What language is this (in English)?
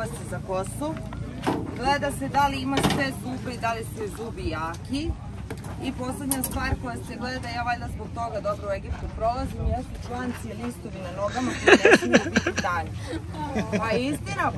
Croatian